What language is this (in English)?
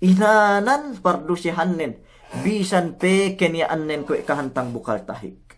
Yakan